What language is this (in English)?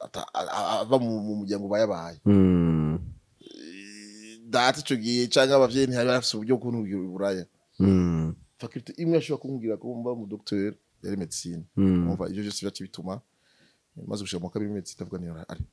Rundi